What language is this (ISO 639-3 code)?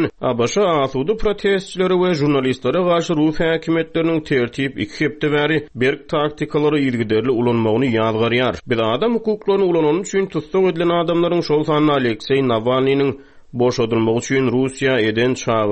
tuk